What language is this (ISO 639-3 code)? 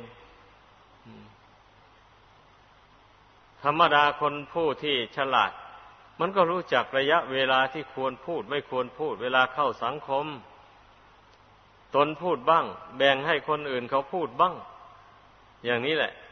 tha